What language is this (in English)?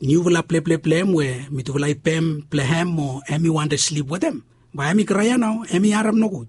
Bislama